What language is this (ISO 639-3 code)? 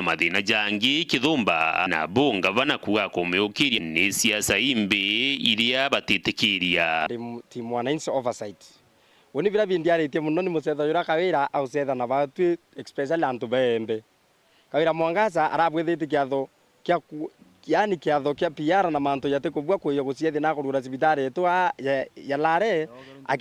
mer